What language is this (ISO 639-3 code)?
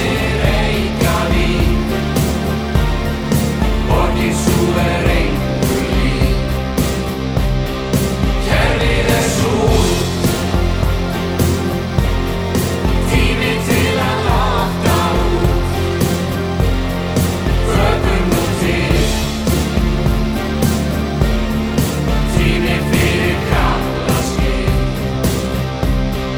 isl